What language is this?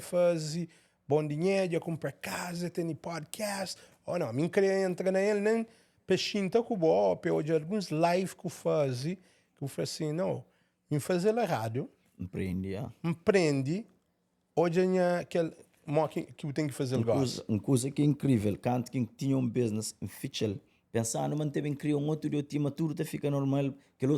Kabuverdianu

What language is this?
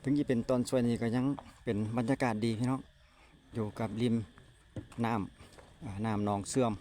Lao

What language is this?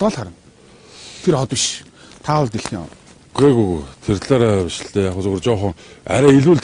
Mongolian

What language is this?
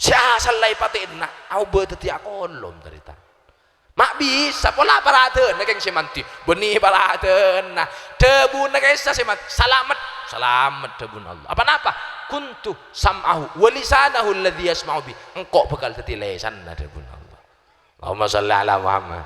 Madurese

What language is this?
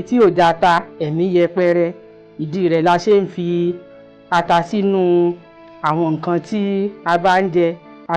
Yoruba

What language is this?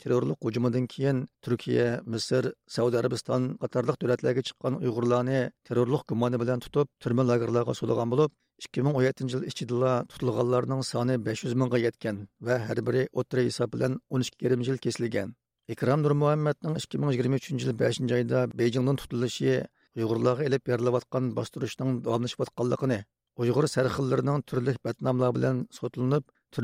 Uyghur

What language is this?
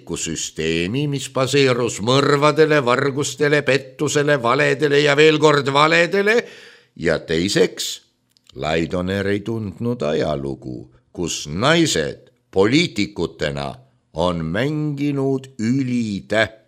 Estonian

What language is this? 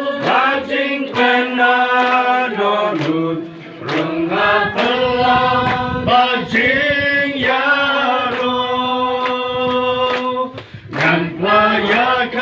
Khasi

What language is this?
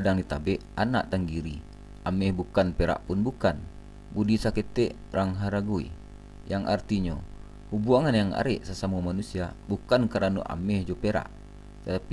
Minangkabau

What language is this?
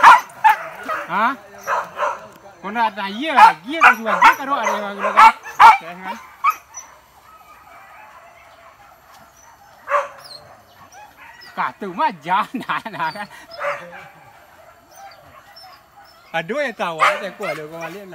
Malay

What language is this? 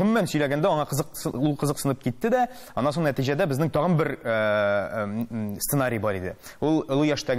Tatar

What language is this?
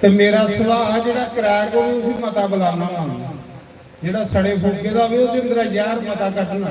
Dogri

